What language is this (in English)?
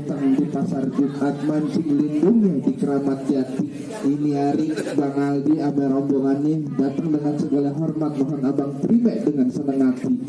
Betawi